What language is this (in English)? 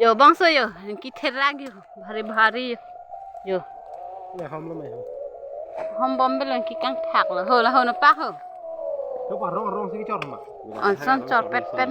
Karbi